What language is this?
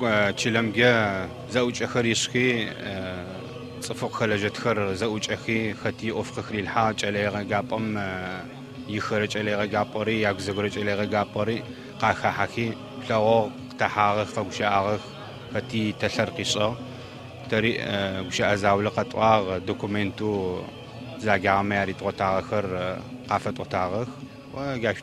Adyghe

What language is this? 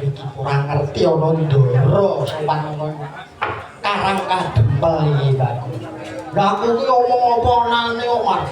Javanese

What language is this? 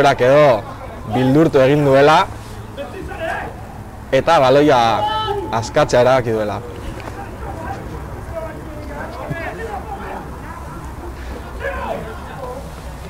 Basque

